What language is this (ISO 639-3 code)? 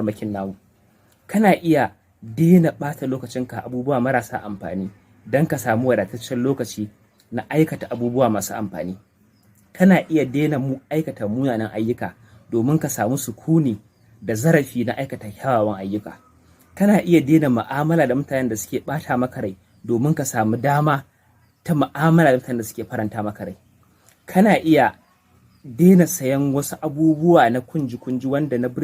hau